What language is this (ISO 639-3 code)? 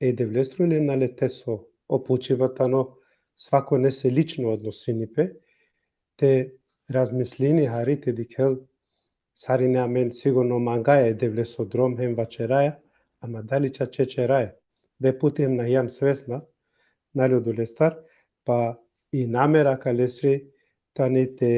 rmn